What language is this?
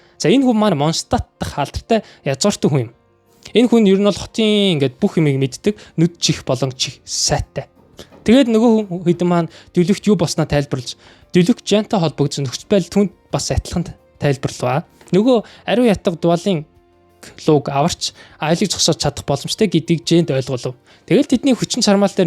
Mongolian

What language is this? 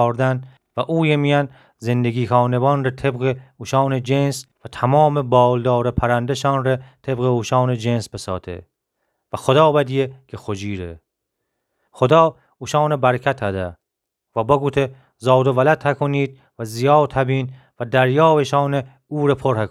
Gilaki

